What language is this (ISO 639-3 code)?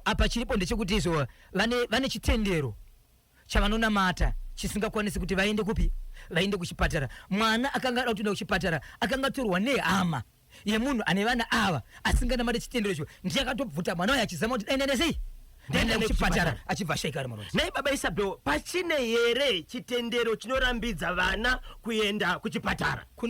sna